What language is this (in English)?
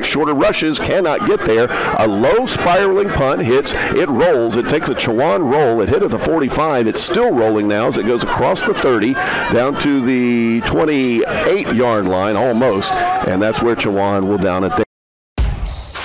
English